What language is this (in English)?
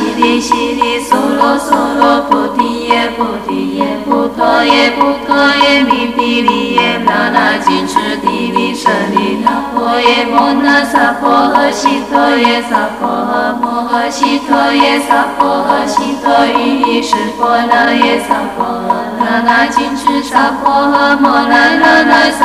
Chinese